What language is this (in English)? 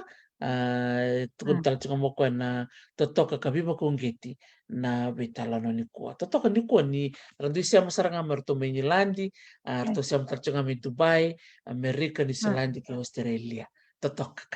Fijian